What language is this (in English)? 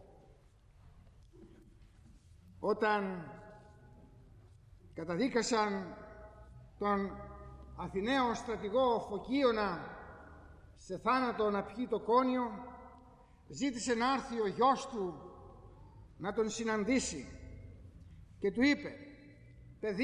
Greek